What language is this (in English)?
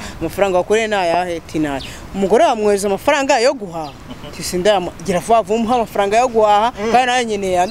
Kinyarwanda